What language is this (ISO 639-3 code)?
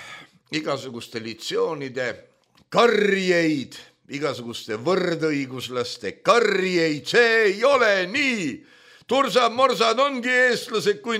est